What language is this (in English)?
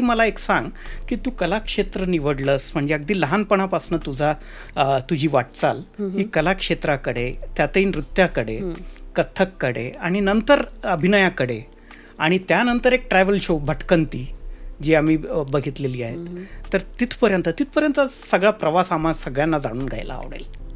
Marathi